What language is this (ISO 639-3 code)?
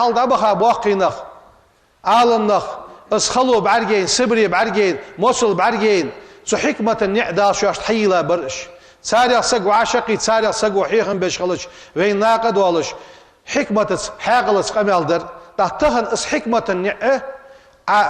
inh